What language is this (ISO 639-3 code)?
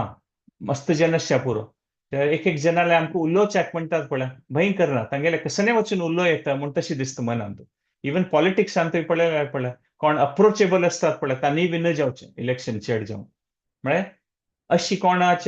kok